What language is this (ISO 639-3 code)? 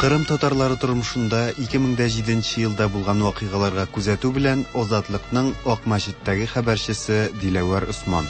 tat